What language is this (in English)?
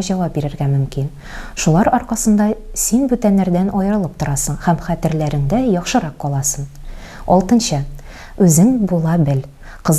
Tatar